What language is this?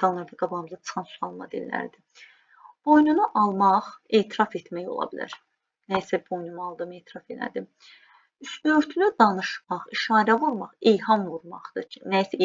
Azerbaijani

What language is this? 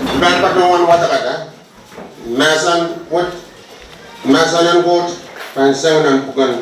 Pohnpeian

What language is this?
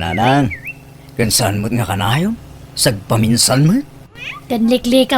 Iloko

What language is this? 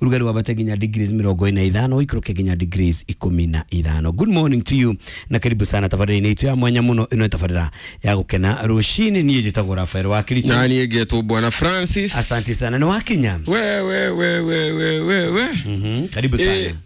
Kikuyu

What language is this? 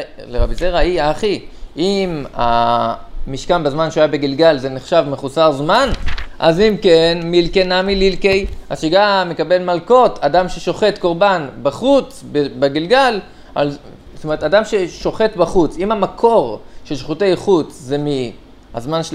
Hebrew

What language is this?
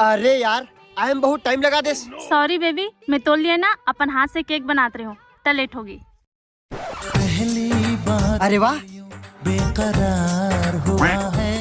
Chhattisgarhi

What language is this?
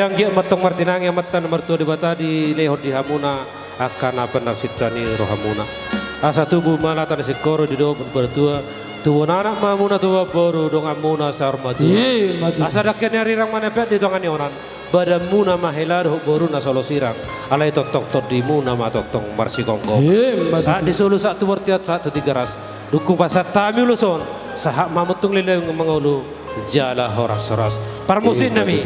Batak Toba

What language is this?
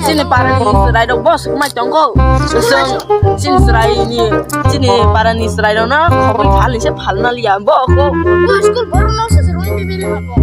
Kok Borok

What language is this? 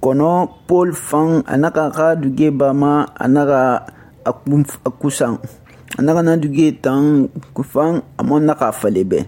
Susu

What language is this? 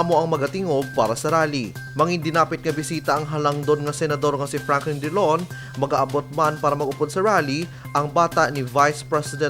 Hiligaynon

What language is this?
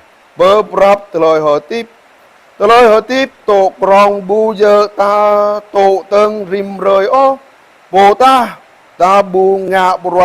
Jarai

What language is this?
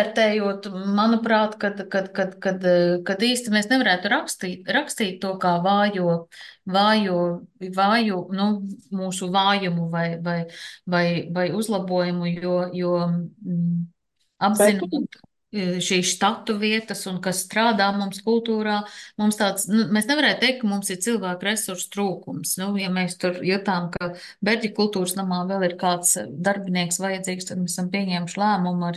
Latvian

